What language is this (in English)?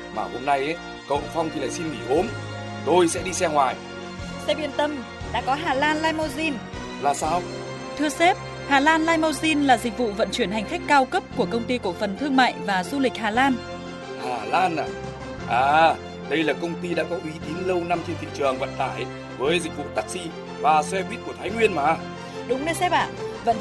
Vietnamese